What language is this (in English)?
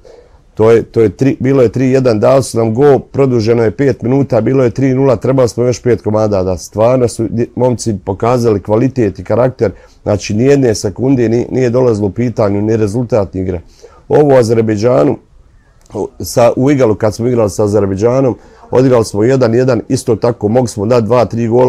Bosnian